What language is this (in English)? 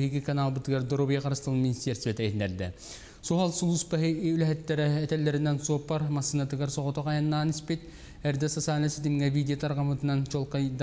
Yakut